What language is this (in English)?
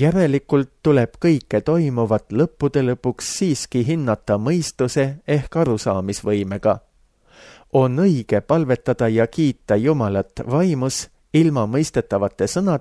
Estonian